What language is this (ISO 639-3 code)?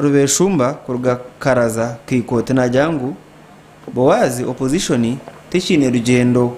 nyn